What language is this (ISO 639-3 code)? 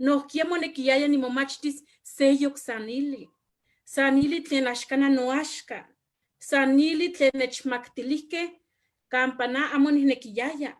nhe